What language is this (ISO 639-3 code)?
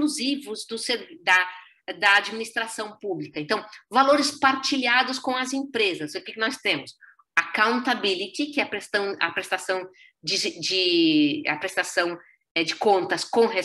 por